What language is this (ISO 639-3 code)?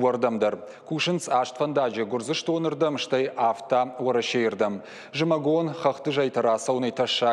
oss